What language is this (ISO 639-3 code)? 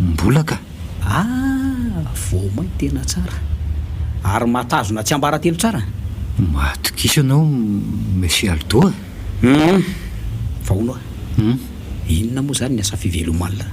mlg